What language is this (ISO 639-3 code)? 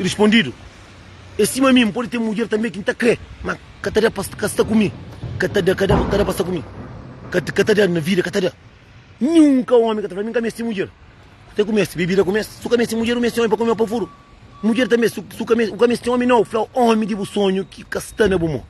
kea